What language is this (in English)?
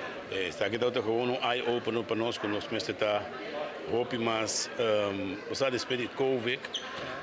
Papiamento